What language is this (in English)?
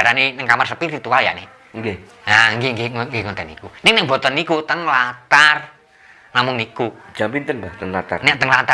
Javanese